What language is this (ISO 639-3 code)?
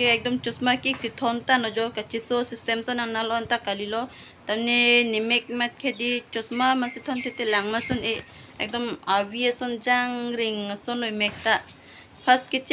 mjw